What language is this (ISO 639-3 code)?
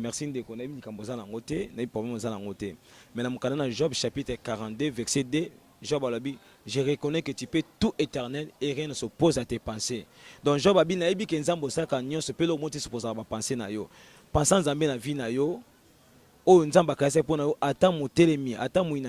lin